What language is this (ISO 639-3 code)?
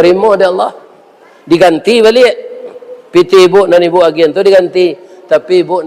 min